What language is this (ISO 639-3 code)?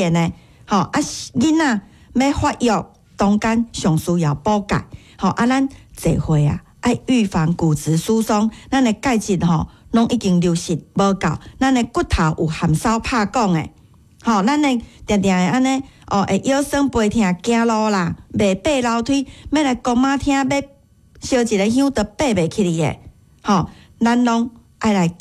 nan